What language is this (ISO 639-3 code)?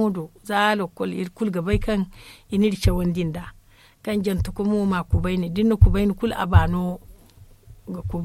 dje